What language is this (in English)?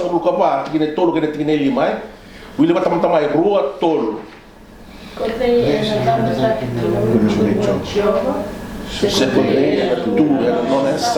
Fijian